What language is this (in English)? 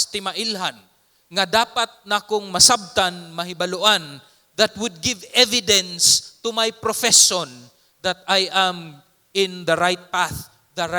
Cebuano